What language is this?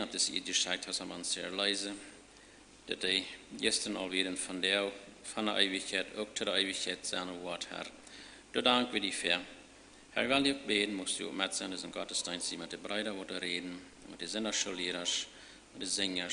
Plautdietsch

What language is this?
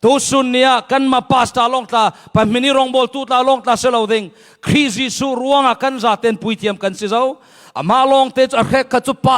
Falam Chin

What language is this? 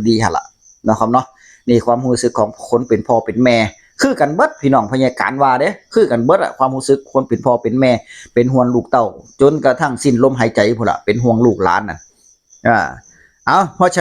Northeastern Thai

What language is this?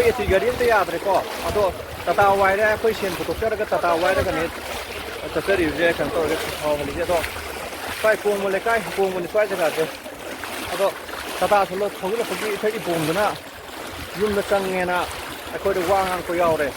Manipuri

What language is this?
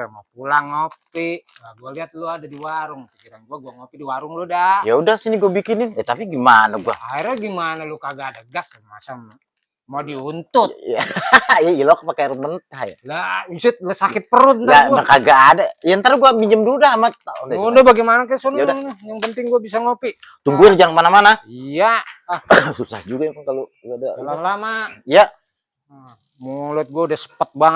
Betawi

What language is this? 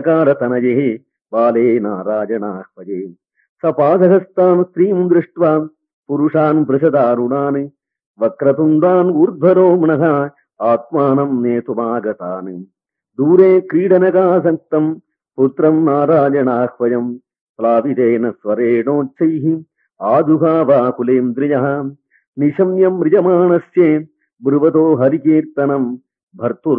Sanskrit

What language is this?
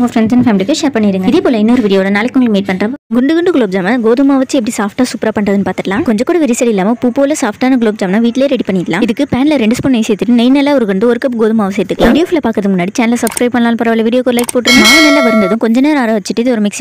Tamil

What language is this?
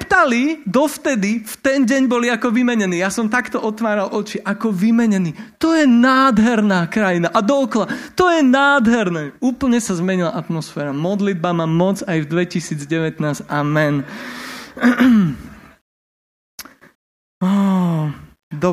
Slovak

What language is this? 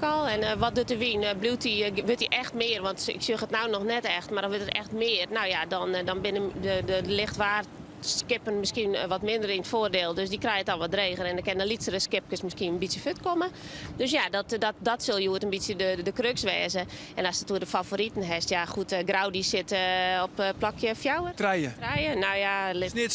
Western Frisian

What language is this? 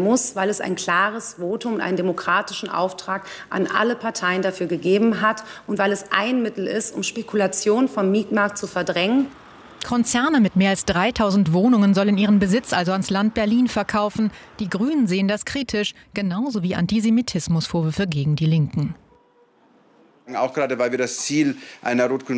German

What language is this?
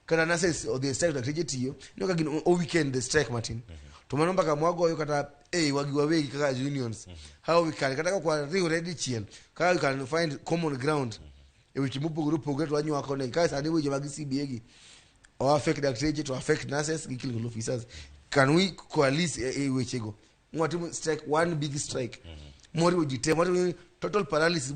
Luo (Kenya and Tanzania)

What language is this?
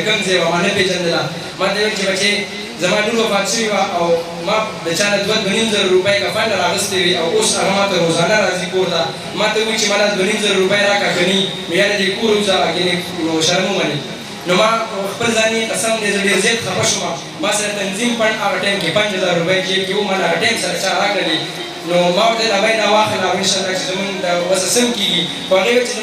Pashto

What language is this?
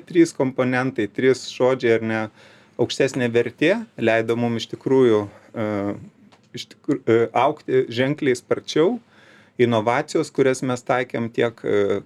Lithuanian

